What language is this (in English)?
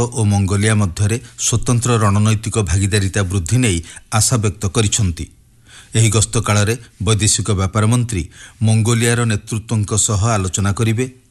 Odia